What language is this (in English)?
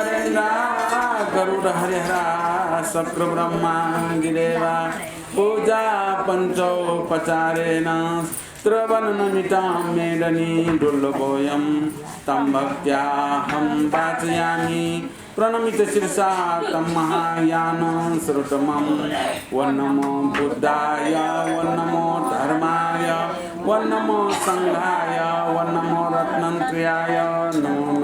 Newari